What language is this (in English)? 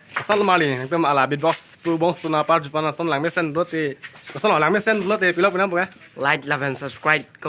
Karbi